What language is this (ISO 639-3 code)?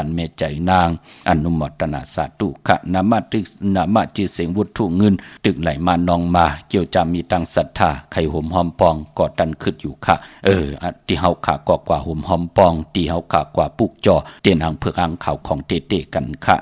shn